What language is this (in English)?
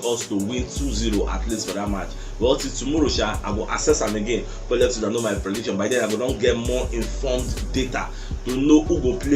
Nigerian Pidgin